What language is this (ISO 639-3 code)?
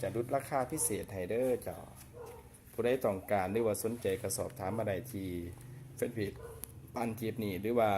lao